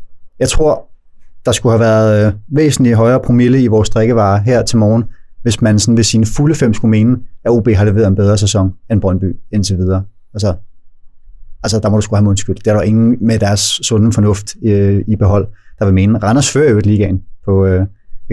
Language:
Danish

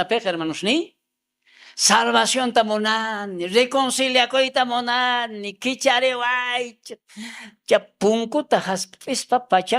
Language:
South Bolivian Quechua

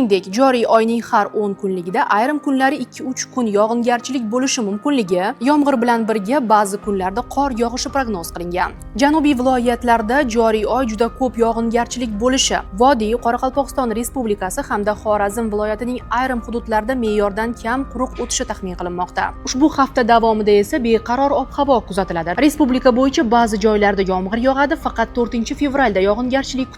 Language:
Uzbek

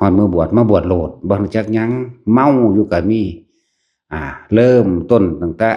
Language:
Lao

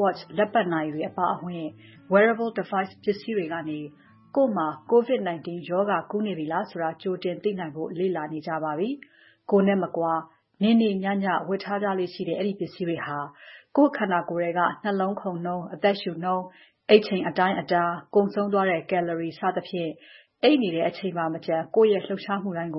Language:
Burmese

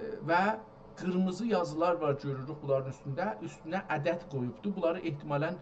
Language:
South Azerbaijani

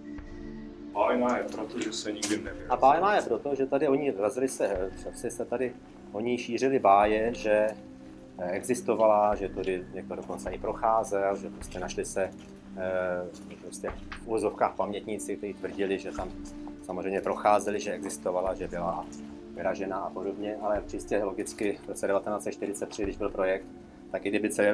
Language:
Czech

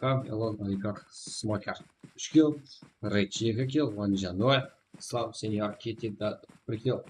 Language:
Kara-Kalpak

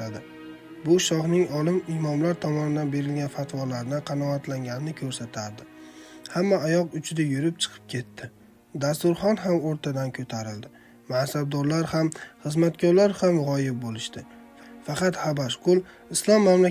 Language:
Uzbek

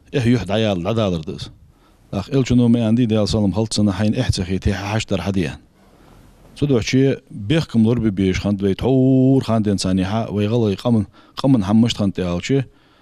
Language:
Ingush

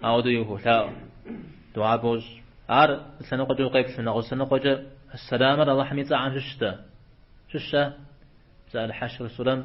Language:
Kabardian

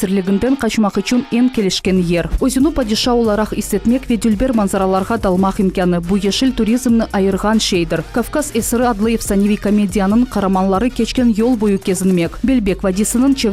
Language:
Crimean Tatar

